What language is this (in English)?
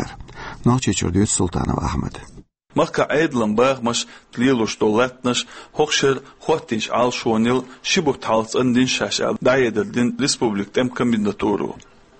Chechen